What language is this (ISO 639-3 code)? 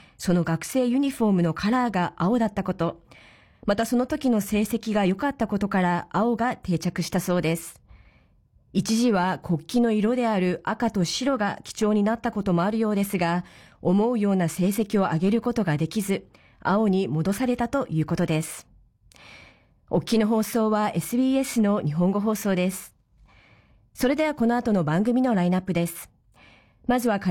jpn